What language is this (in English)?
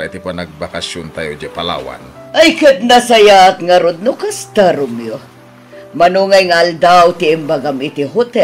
Iloko